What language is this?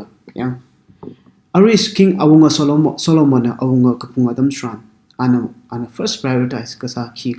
Tangkhul Naga (India)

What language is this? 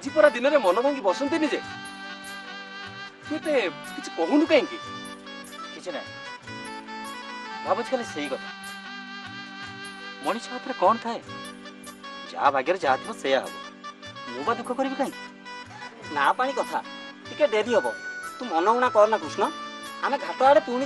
Odia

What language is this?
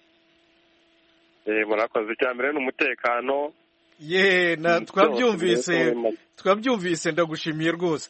Kinyarwanda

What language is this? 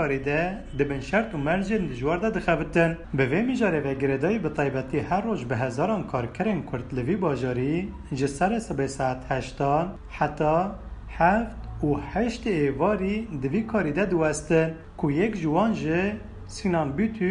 Kurdish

